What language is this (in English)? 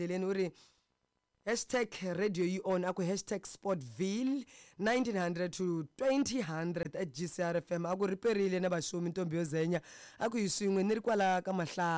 Tsonga